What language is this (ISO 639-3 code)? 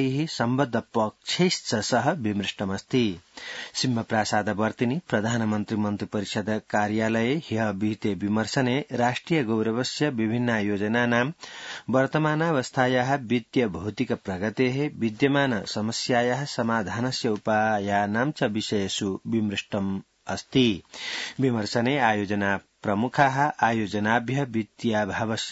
san